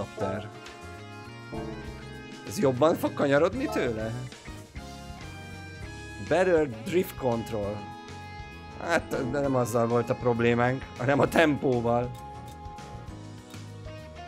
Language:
Hungarian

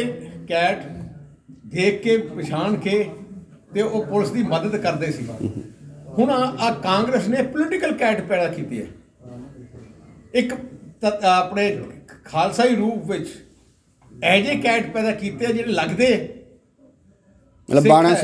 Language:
Punjabi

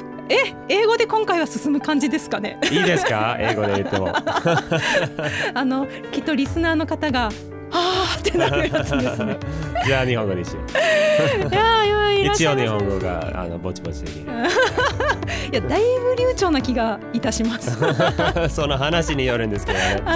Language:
Japanese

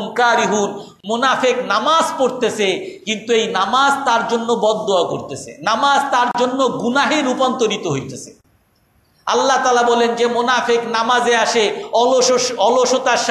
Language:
Bangla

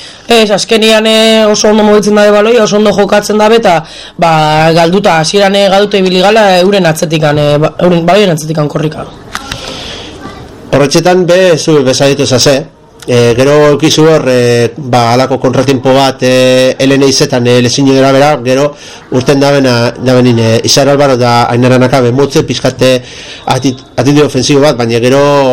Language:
Basque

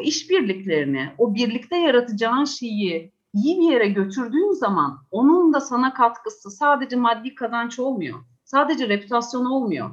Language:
Turkish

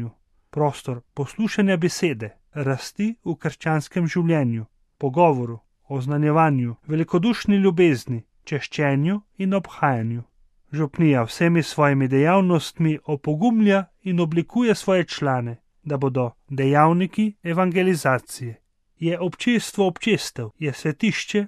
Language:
Slovenian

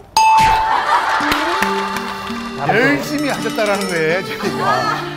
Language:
Korean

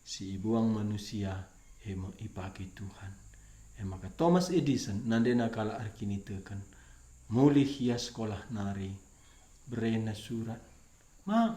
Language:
Batak Karo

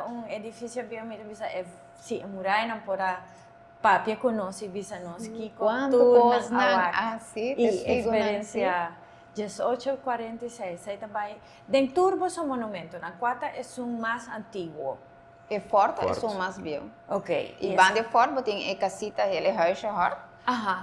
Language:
Papiamento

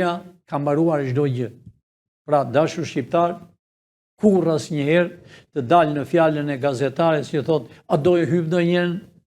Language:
Albanian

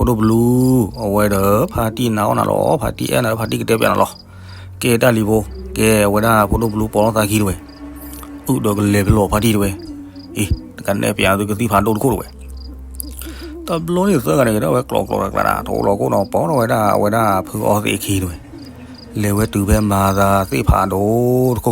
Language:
S'gaw Karen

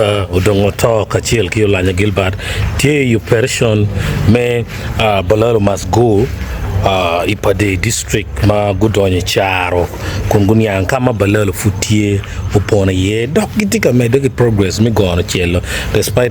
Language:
Acoli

